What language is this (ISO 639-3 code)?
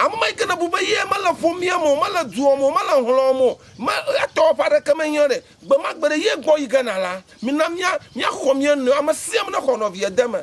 ewe